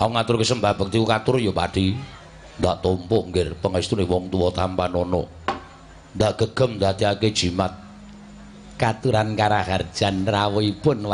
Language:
Javanese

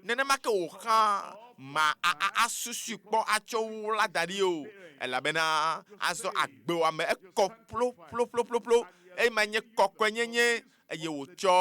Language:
Ewe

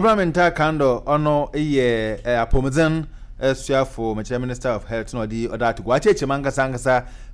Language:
Akan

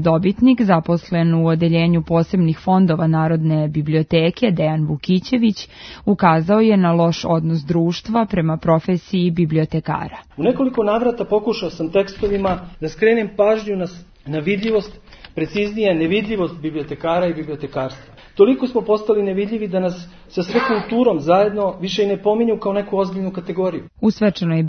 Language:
Serbian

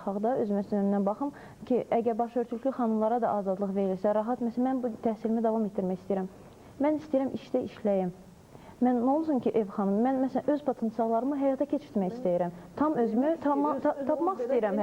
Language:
Azerbaijani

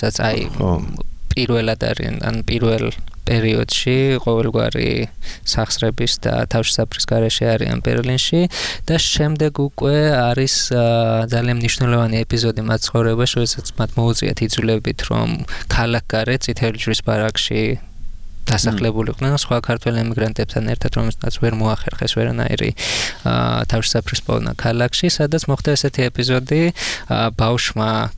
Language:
Georgian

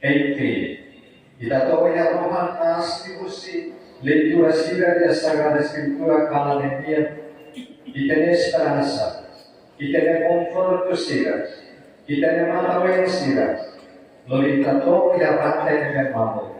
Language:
Tetum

